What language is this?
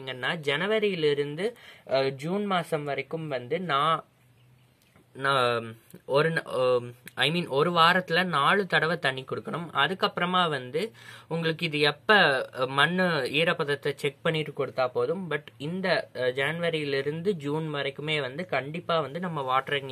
Tamil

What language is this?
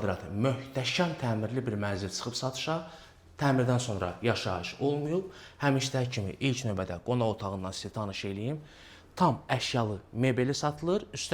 Azerbaijani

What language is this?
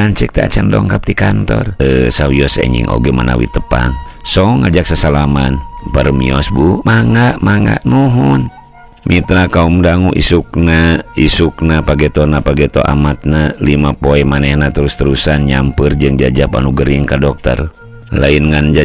Sundanese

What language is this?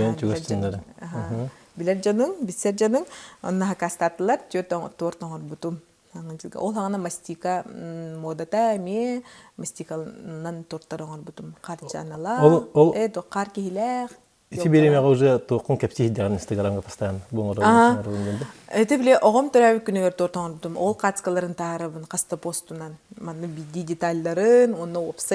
Yakut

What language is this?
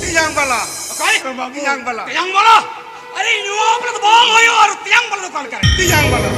Santali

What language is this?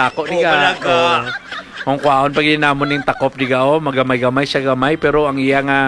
Hiligaynon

